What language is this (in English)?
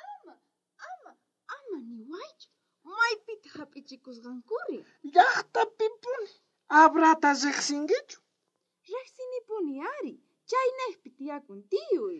South Bolivian Quechua